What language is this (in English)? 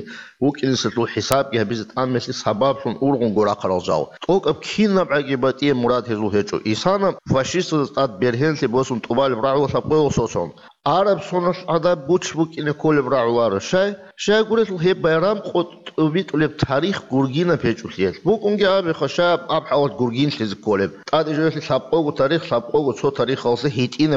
Avaric